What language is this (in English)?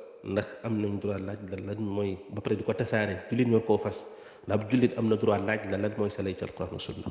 Wolof